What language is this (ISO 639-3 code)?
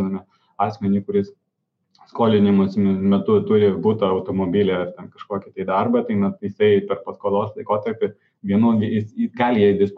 lit